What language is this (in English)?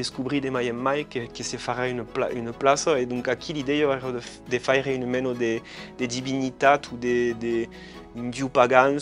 Occitan